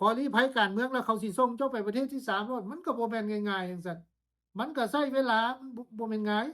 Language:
Lao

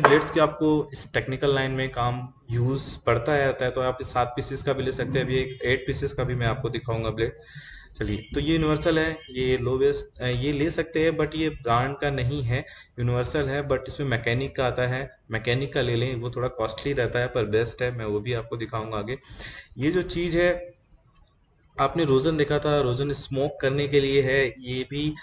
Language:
Hindi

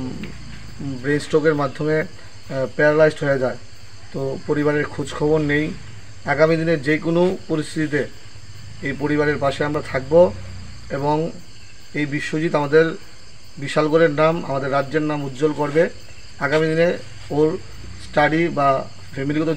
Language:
Bangla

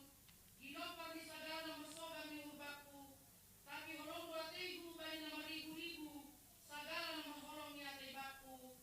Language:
Batak Simalungun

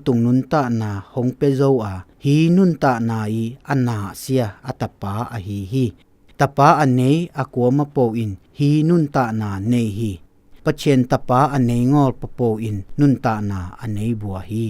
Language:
Zou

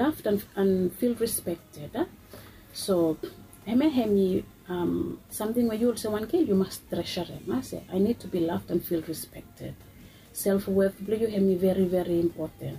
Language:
Bislama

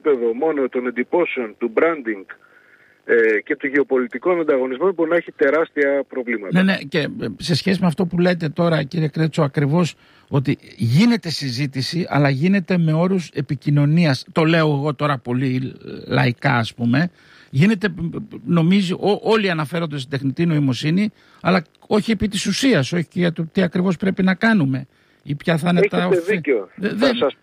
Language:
Greek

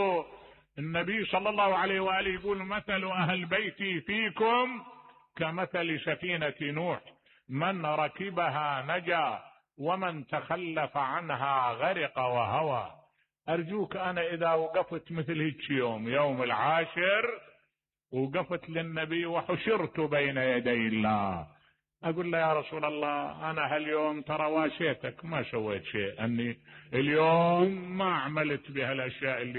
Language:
Mesopotamian Arabic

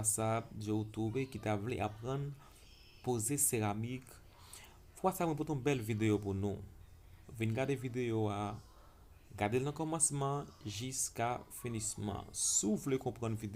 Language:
Haitian Creole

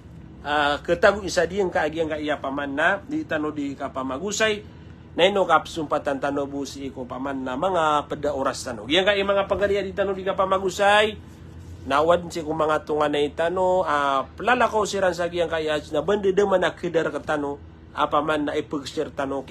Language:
Maranao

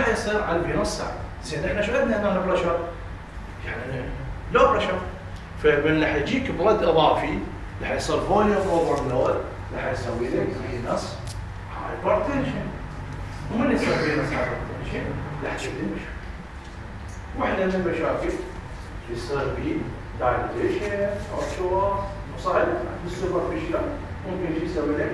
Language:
Mesopotamian Arabic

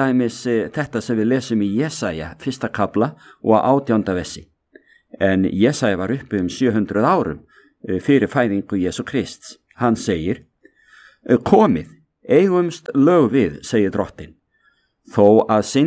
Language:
Icelandic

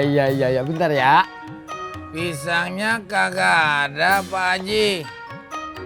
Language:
Betawi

